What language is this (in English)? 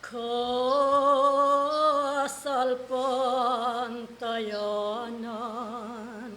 Pampanga